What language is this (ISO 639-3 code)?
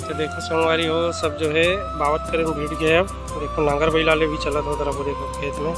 hne